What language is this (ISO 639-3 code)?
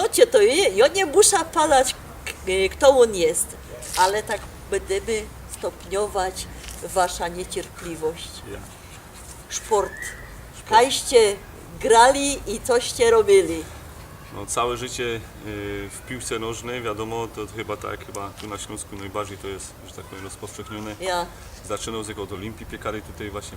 szl